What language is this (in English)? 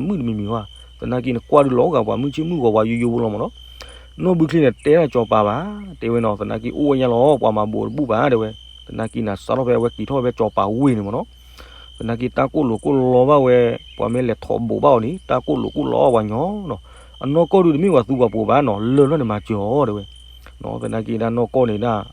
S'gaw Karen